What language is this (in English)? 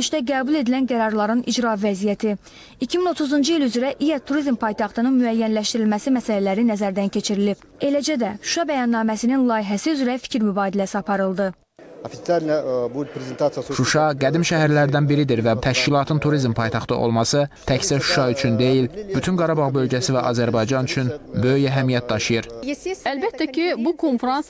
Azerbaijani